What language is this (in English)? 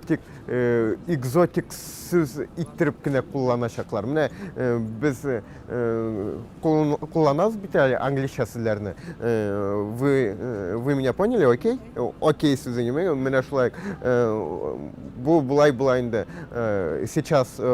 Tatar